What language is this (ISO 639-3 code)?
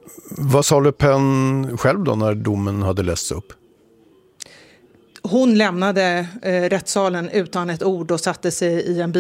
swe